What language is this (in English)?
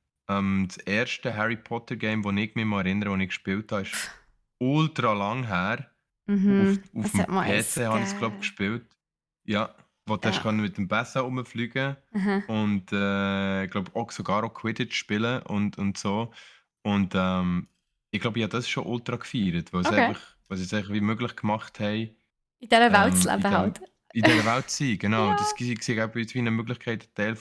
Swiss German